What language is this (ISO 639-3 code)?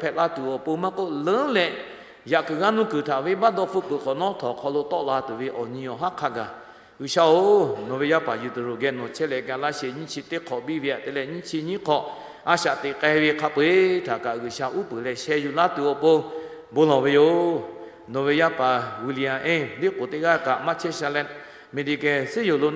lhu